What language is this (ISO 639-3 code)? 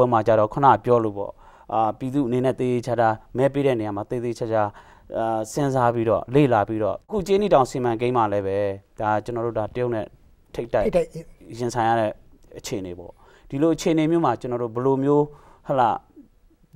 mya